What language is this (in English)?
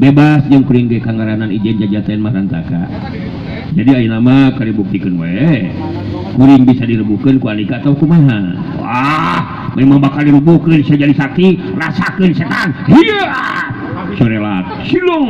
Sundanese